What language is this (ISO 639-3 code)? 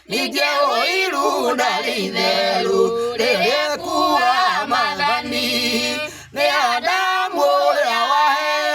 kik